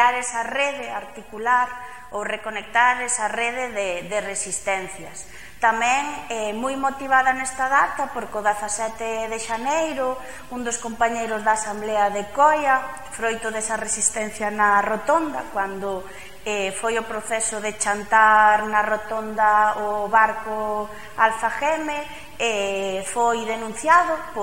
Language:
Galician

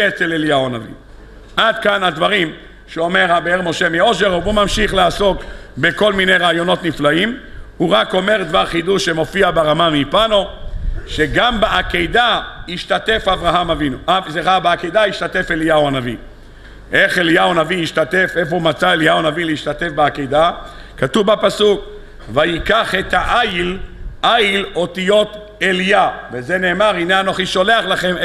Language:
Hebrew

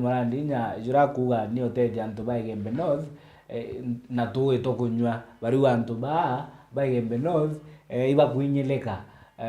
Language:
Meru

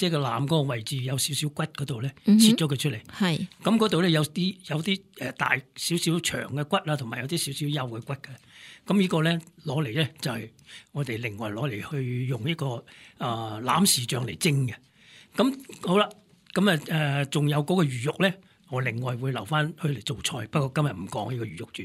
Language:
Cantonese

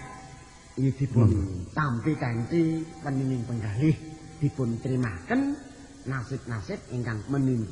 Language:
Javanese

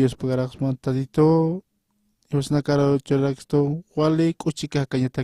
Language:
Aymara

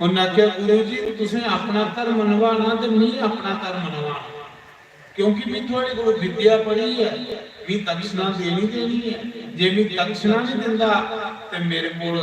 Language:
Dogri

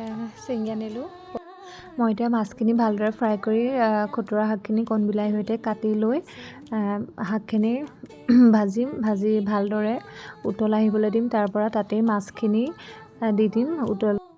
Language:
Assamese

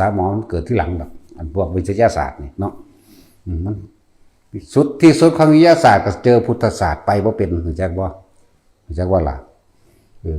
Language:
Lao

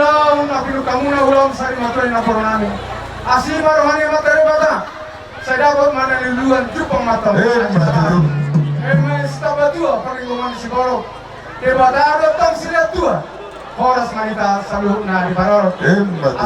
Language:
Batak Toba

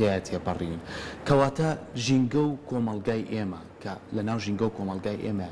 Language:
Central Kurdish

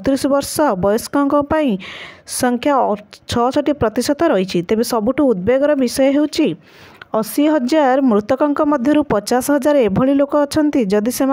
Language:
Odia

